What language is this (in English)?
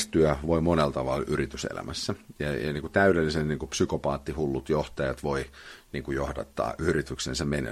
Finnish